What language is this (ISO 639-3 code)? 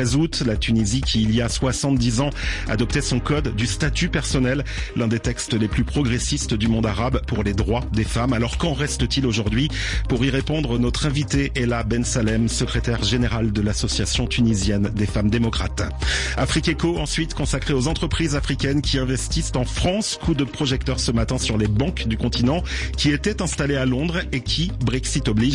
fra